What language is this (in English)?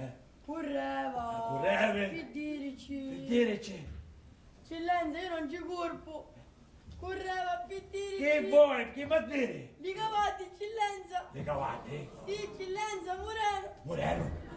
Sicilian